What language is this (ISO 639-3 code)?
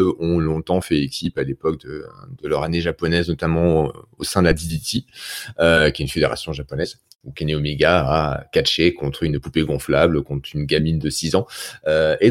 fra